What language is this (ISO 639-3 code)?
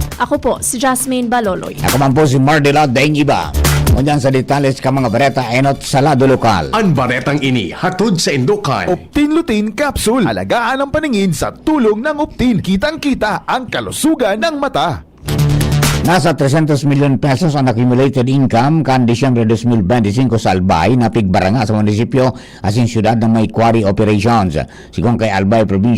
bik